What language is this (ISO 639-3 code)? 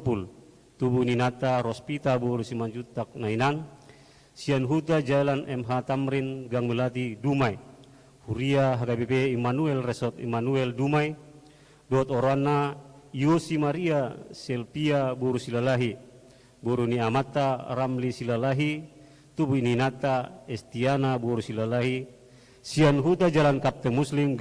bbc